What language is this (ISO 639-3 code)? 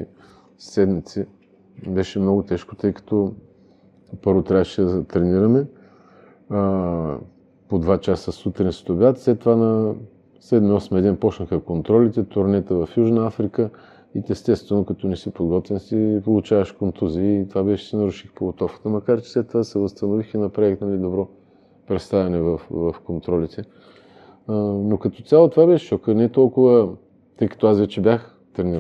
bul